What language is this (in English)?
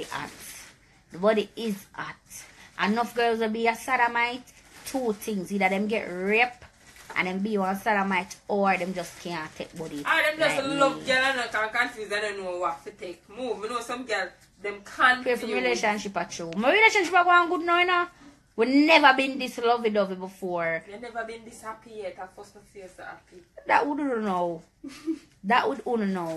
Jamaican Creole English